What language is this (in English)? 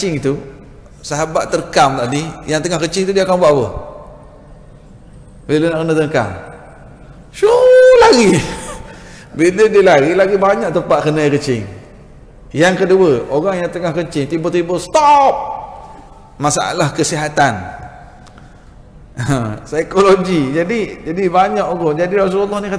Malay